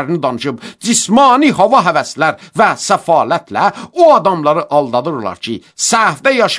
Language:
Azerbaijani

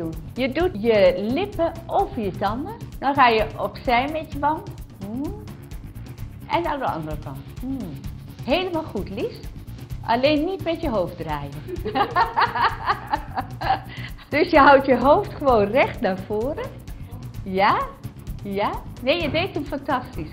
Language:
Dutch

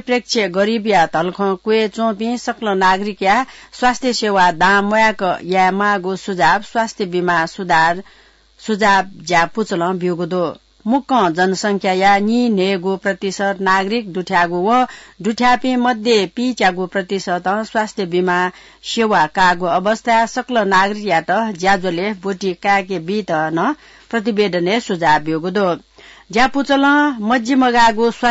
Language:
Newari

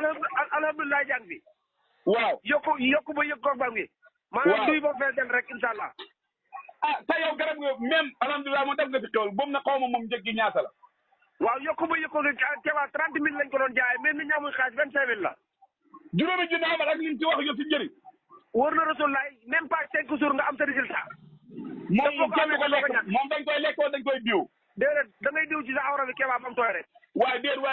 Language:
Wolof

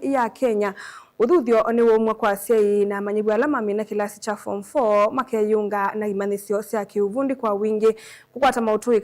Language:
Kamba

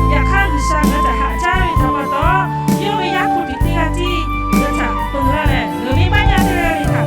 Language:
Lahu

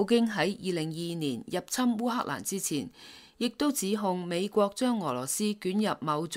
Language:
Cantonese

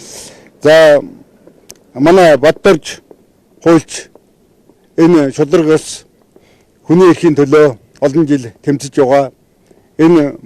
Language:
Mongolian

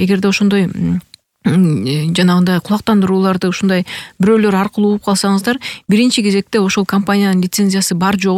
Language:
Kyrgyz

